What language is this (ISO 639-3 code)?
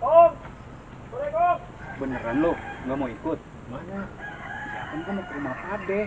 bew